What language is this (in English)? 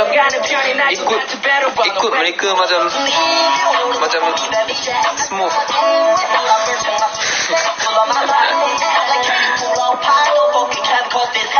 Malay